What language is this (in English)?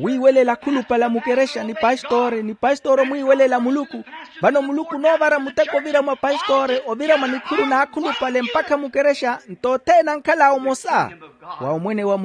Makhuwa